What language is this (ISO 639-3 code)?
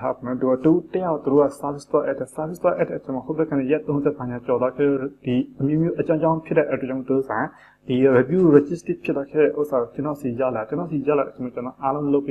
mya